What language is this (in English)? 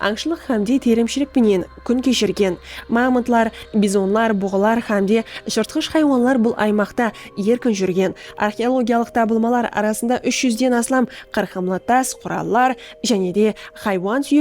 Kara-Kalpak